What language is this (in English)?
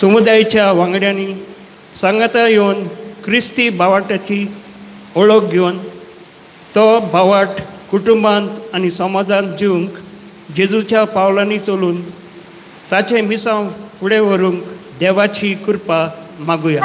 Konkani